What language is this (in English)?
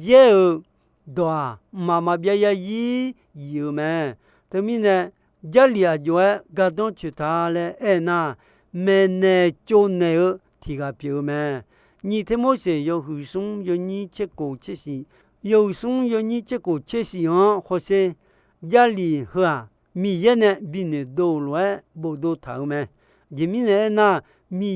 Akha